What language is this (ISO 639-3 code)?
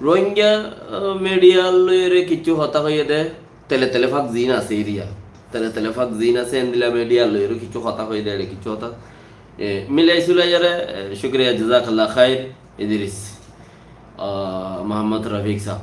rhg